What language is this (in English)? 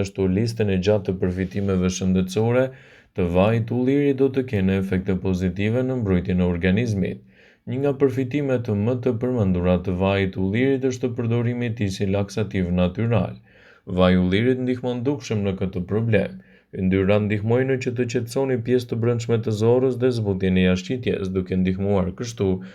Albanian